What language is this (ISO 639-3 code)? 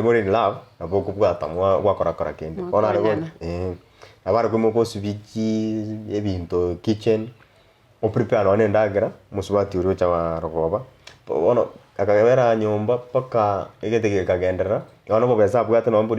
guz